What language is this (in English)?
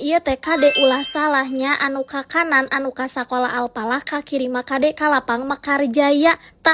Sundanese